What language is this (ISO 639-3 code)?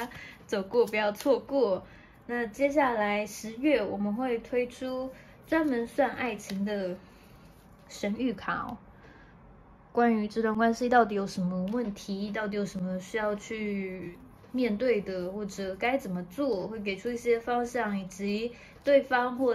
zho